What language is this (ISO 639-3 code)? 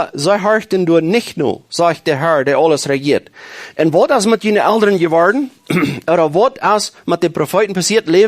pdt